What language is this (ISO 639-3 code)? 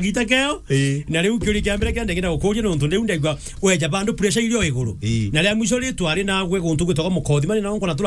mer